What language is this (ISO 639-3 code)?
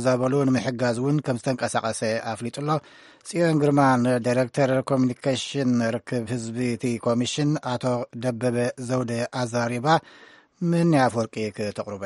tir